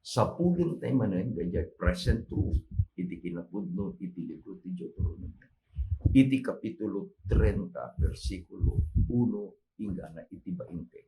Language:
Iloko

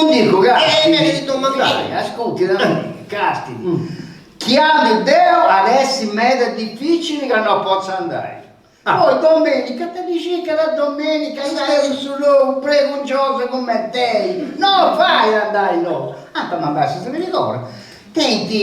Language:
Sardinian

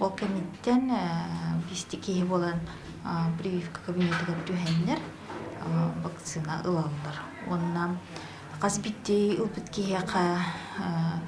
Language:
Yakut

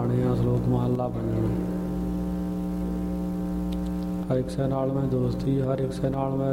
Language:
Punjabi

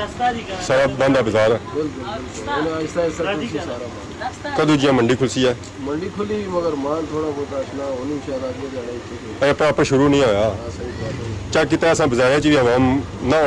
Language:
Pahari-Potwari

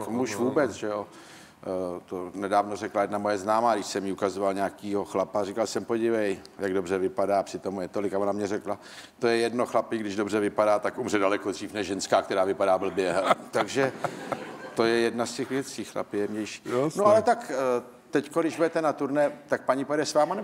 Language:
Czech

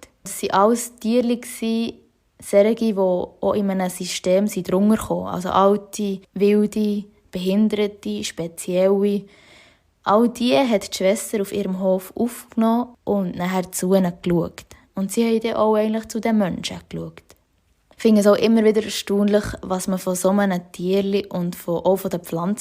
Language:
Swiss German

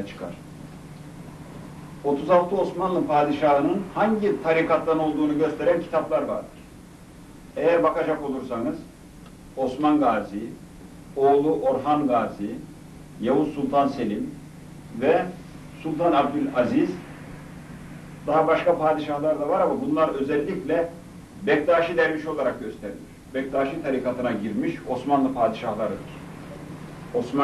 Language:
Turkish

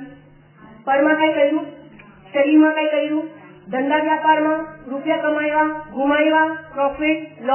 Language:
Gujarati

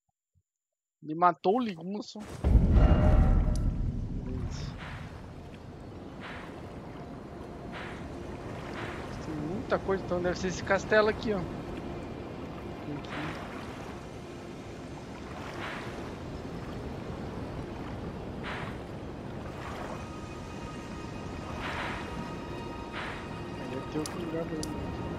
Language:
Portuguese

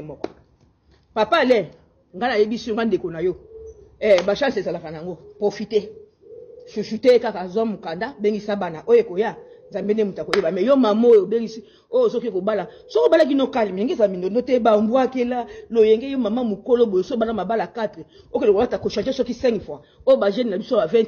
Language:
Lingala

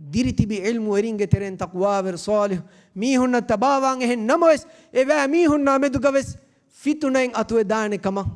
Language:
Divehi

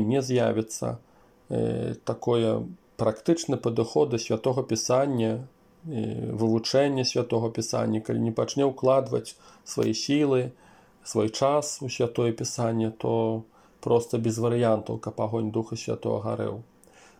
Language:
Belarusian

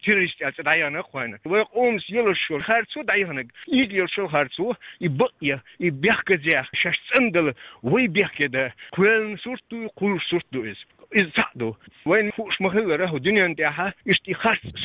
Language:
Chechen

